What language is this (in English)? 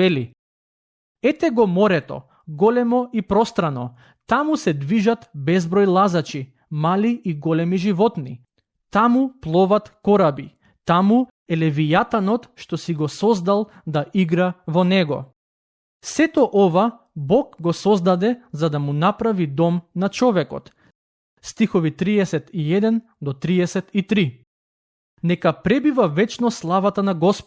Macedonian